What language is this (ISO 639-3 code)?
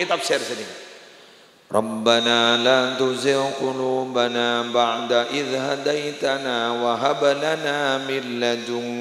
mad